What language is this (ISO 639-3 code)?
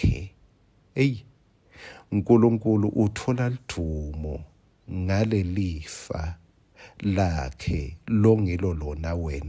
ssw